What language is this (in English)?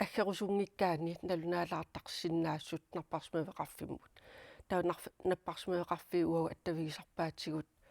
Kalaallisut